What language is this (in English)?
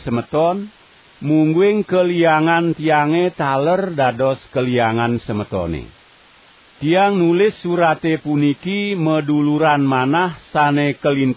Balinese